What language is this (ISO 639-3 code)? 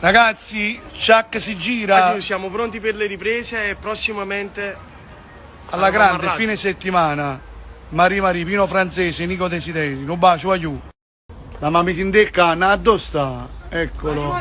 nap